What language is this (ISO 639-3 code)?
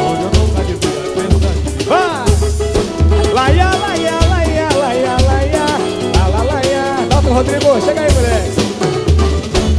por